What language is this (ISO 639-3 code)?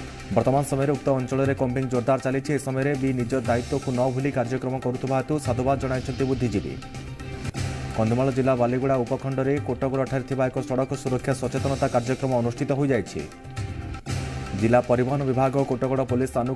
ori